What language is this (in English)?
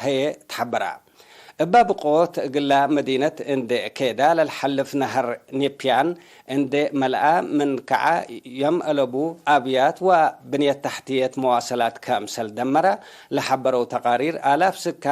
Tigre